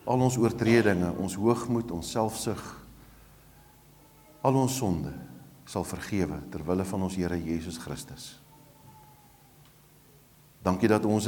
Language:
Afrikaans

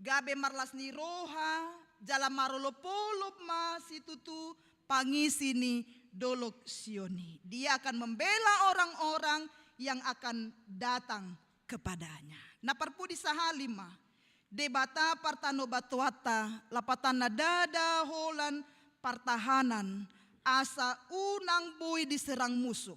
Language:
Batak Toba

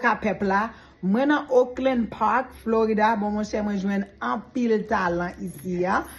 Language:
Haitian Creole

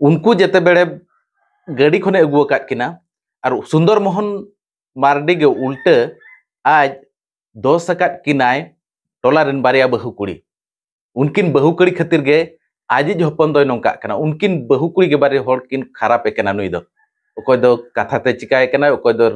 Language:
Santali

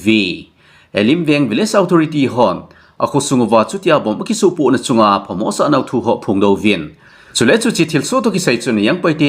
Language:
Thado Chin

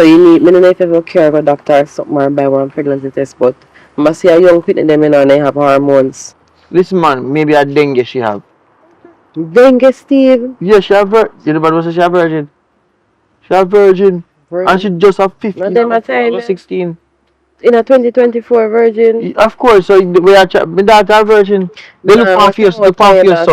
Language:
Jamaican Creole English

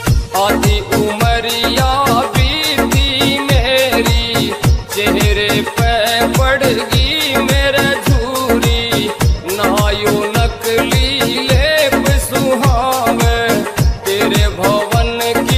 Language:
Haryanvi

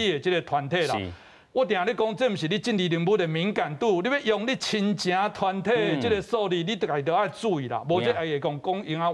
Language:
Min Nan Chinese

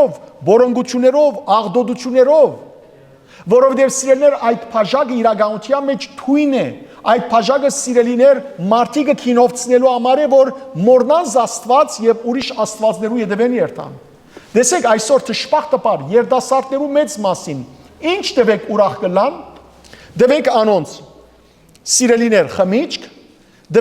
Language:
Western Armenian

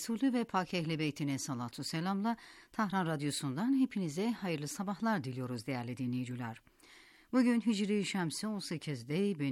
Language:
Turkish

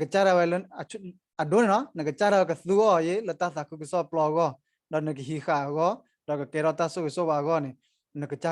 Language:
S'gaw Karen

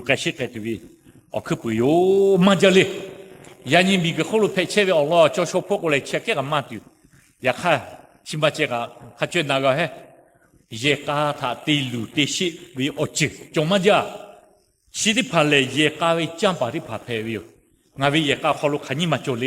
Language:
Lahu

